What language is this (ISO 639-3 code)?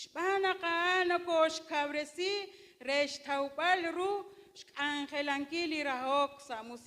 kek